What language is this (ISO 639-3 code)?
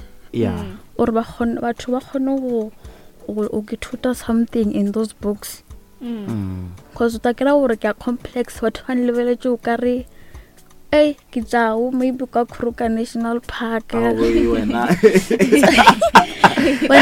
nso